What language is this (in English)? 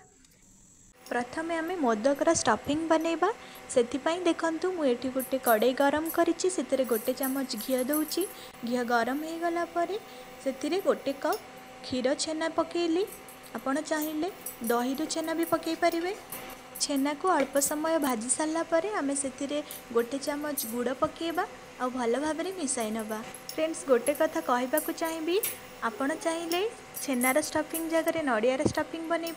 Odia